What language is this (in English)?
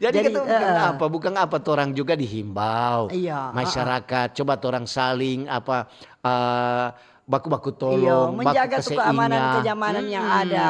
Manado Malay